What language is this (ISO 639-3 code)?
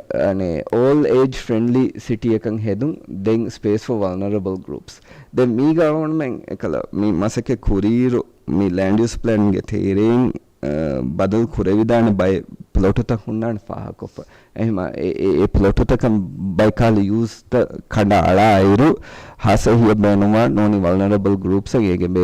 div